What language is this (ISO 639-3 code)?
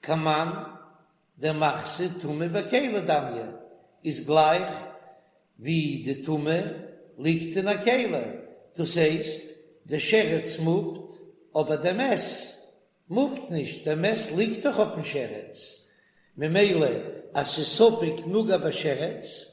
yid